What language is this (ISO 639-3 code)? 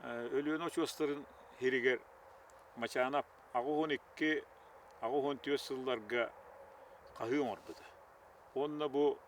sah